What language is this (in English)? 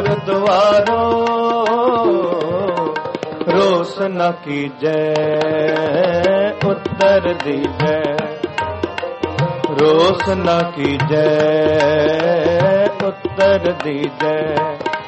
Punjabi